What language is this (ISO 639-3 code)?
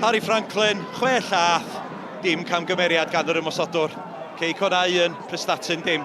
cym